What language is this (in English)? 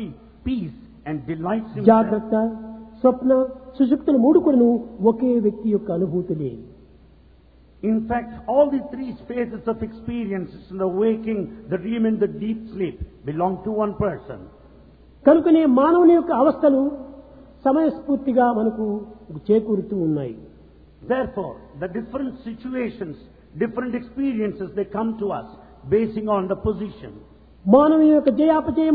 Telugu